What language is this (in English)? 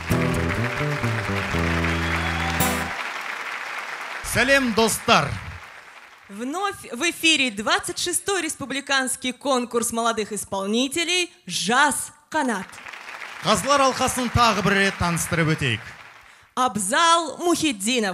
Kazakh